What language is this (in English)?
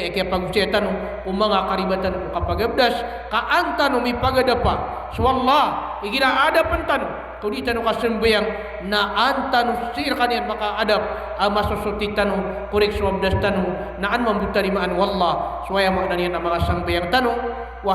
Maranao